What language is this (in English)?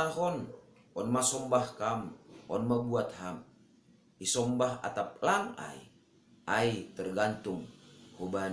Batak Simalungun